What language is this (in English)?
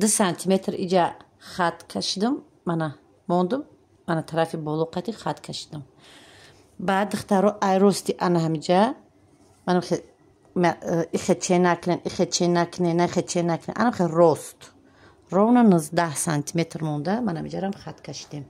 Tajik